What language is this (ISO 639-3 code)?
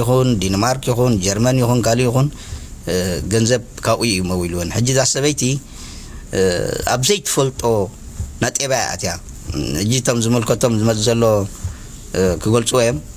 tir